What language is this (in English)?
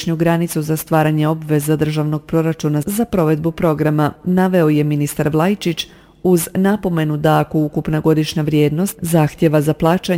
Croatian